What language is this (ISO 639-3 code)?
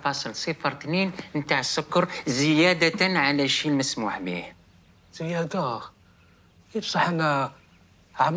arq